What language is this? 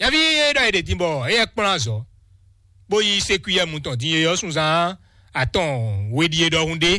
Fon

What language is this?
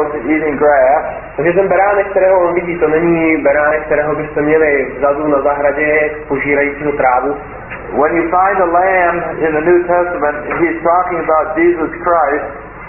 Czech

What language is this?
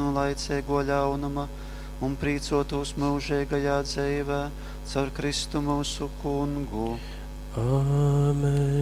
Latgalian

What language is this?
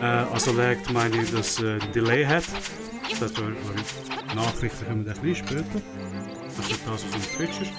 Swiss German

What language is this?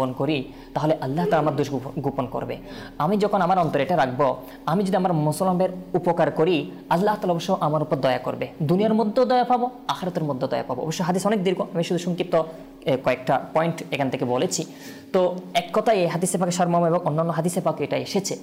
Bangla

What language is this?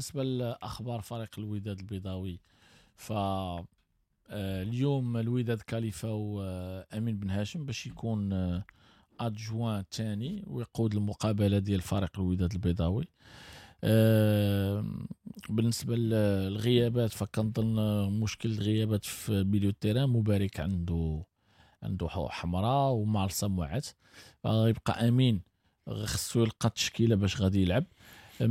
Moroccan Arabic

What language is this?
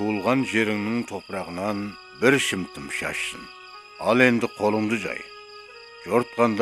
Kara-Kalpak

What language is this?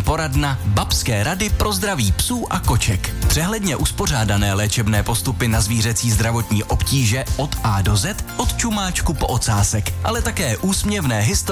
Czech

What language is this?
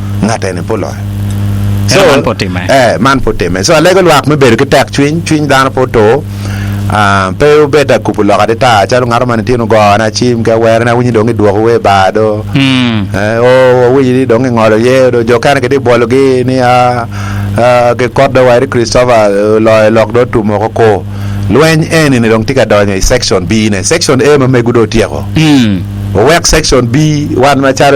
Acoli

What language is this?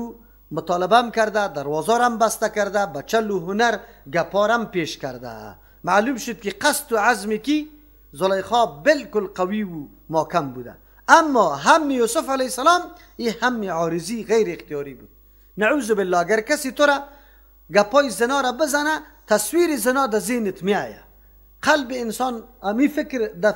Persian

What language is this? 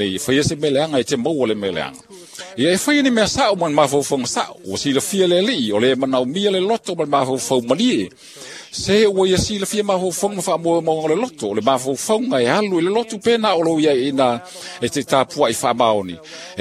Samoan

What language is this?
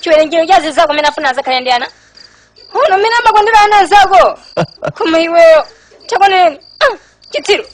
Nyanja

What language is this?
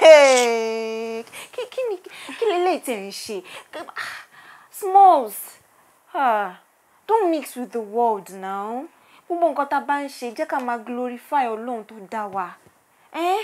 Yoruba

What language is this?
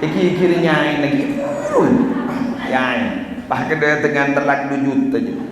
Madurese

